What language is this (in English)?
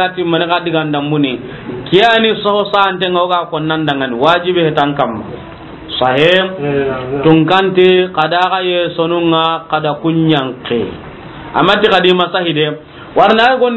Soninke